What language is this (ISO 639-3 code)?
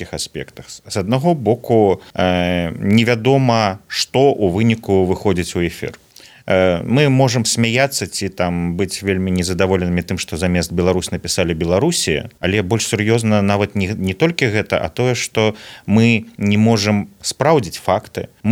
bel